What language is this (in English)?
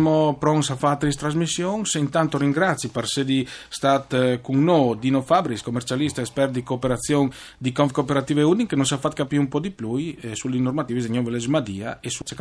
Friulian